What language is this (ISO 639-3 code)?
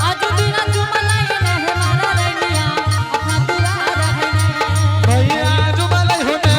anp